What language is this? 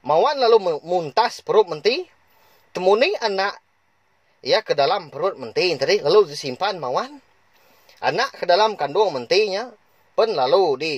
Iban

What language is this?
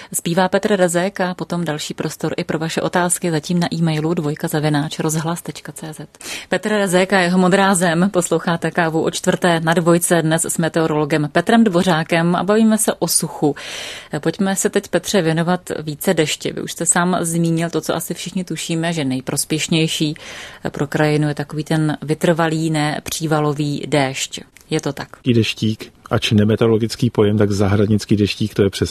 Czech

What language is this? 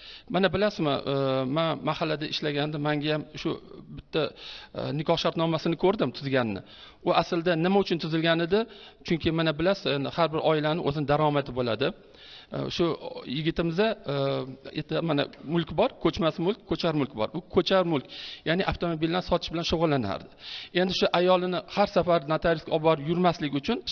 Uzbek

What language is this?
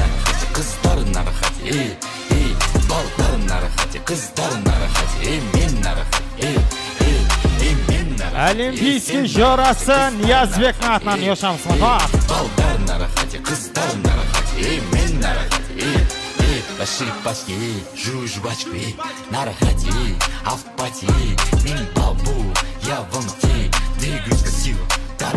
Kazakh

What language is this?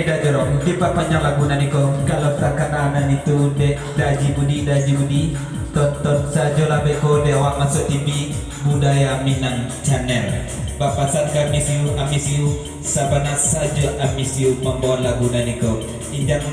Minangkabau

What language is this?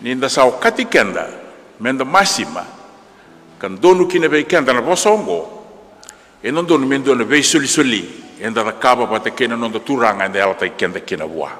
Fijian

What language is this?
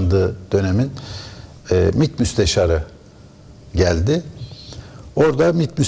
Turkish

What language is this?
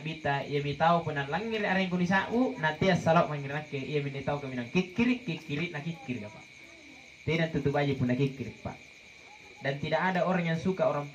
Makasar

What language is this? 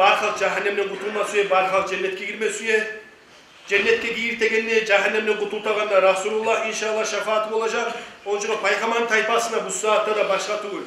Kumyk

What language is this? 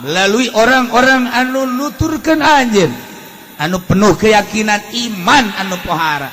Sundanese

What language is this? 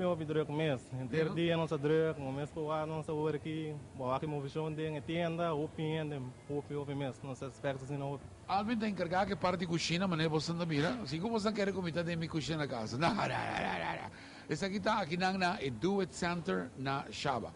Papiamento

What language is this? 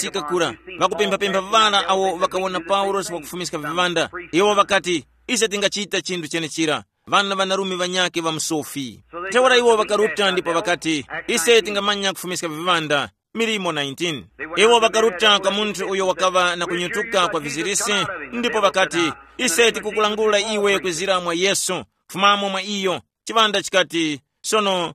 Tumbuka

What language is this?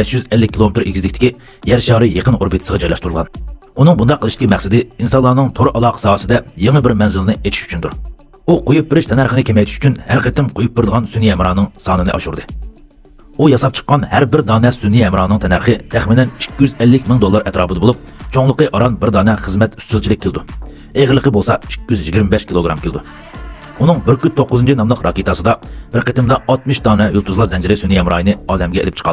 Uyghur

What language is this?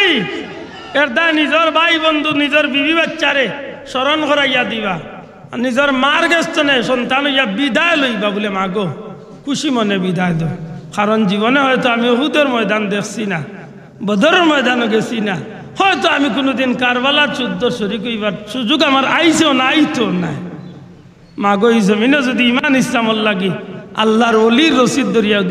Sylheti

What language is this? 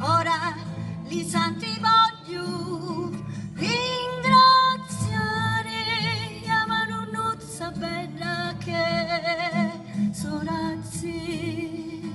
Sicilian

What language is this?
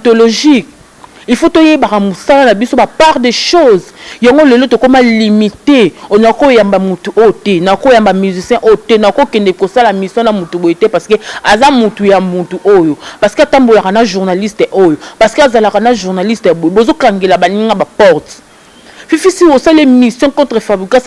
Lingala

